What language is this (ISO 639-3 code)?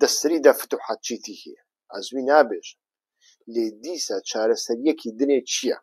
ckb